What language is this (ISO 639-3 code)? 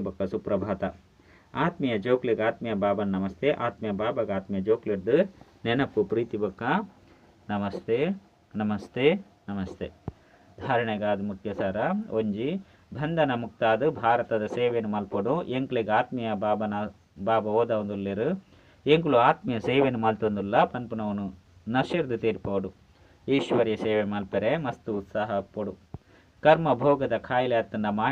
tcy